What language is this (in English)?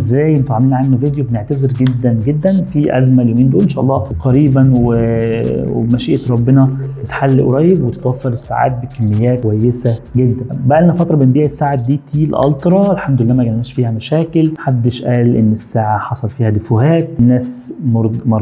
Egyptian Arabic